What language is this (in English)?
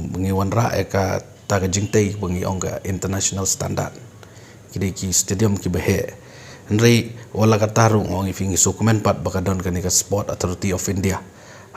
Khasi